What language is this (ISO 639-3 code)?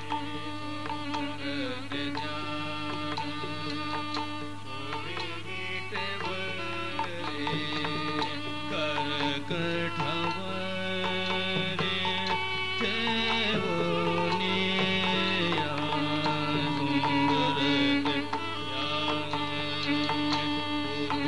tam